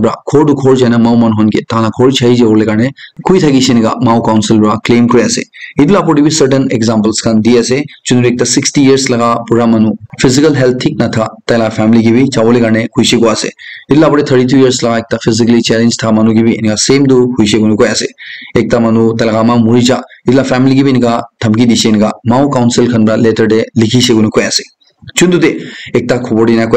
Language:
Naga Pidgin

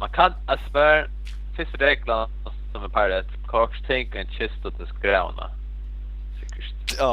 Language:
Faroese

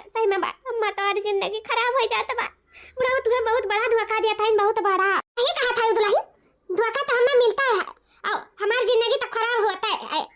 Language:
Awadhi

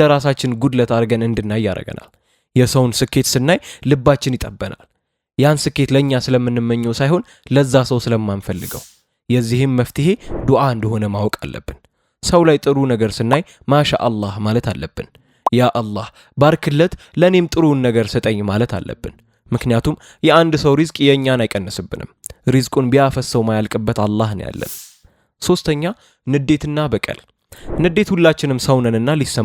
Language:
Amharic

